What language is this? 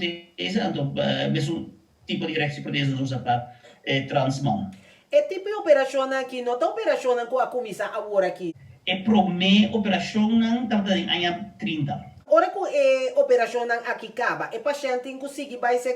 Papiamento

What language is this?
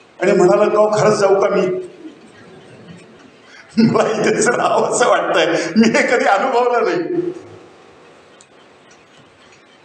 Marathi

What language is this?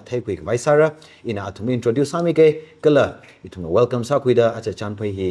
Tangkhul Naga (India)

